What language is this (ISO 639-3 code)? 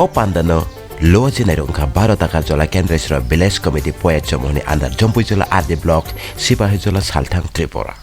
trp